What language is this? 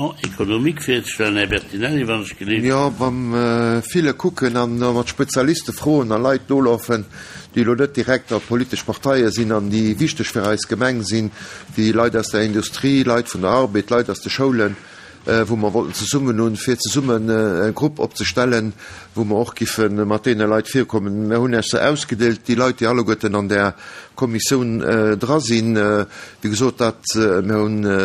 Luxembourgish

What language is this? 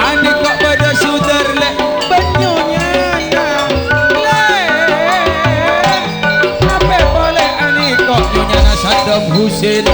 Madurese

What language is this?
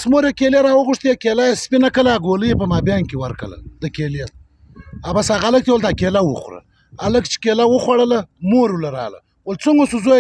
Pashto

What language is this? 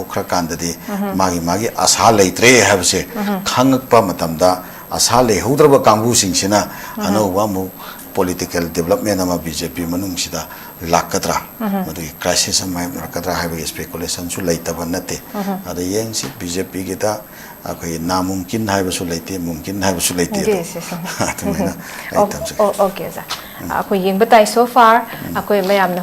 Manipuri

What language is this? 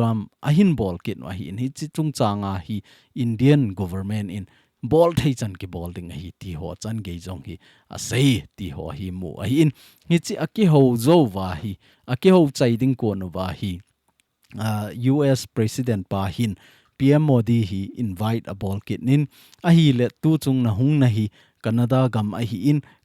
Thado Chin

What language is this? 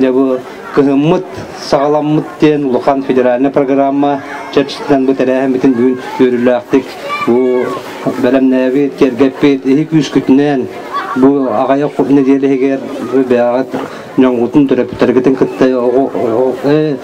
Yakut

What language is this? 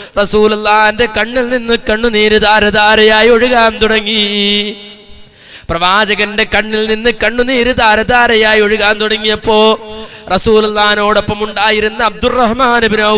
Malayalam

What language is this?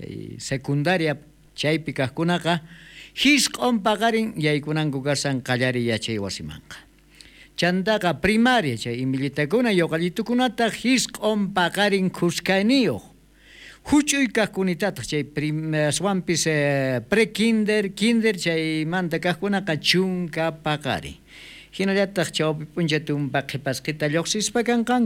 South Bolivian Quechua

